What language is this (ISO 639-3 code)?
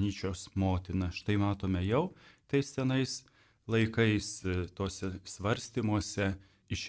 lit